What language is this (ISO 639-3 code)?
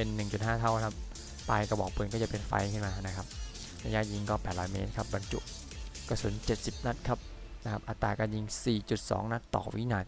tha